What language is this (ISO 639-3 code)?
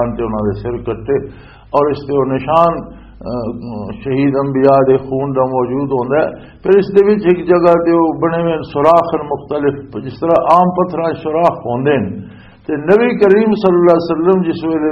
lah